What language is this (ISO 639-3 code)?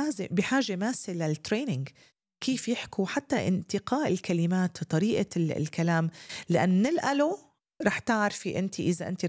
apc